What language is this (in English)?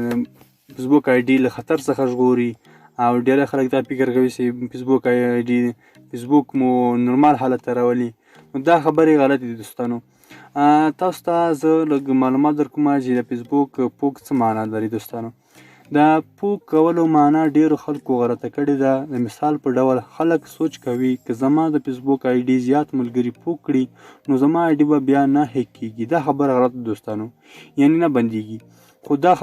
Pashto